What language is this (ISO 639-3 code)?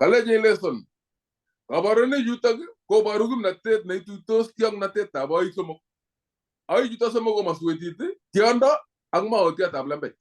kln